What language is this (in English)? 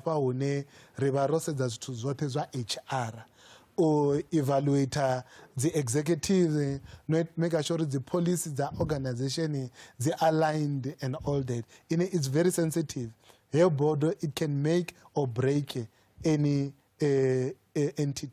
Venda